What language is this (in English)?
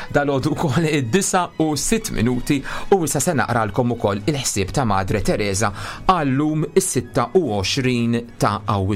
Maltese